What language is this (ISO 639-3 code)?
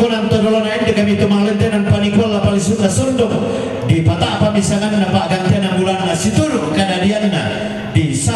sda